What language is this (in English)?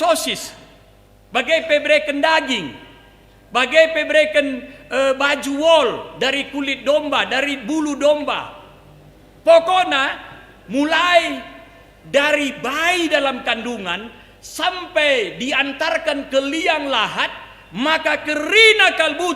Batak Karo